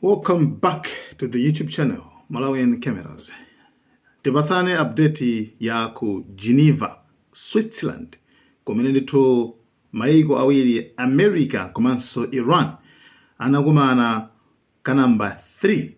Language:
Nyanja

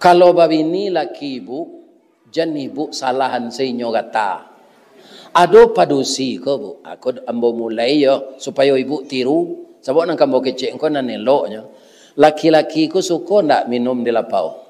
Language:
Minangkabau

